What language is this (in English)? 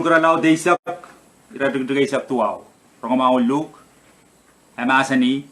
Pohnpeian